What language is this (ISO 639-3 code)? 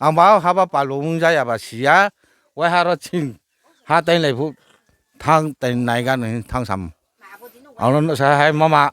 ria